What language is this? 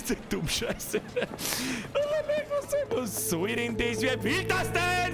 Bavarian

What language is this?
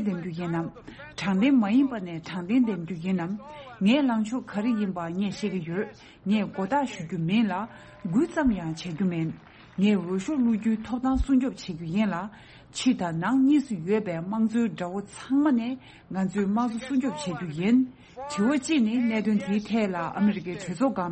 Tibetan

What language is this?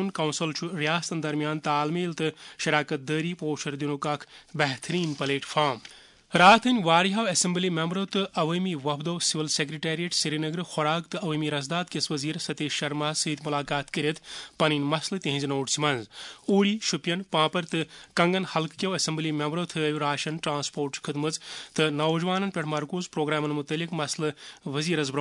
Kashmiri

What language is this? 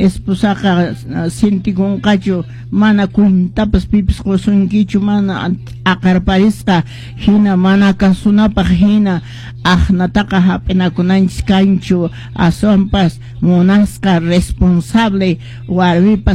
Quechua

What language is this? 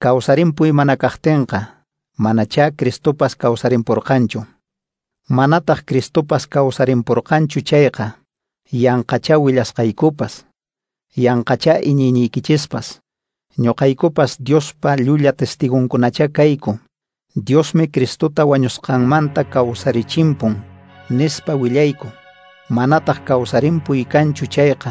Quechua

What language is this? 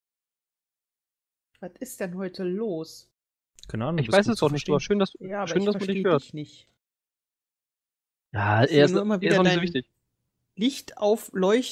German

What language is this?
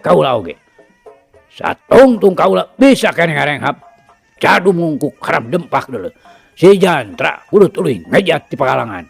Sundanese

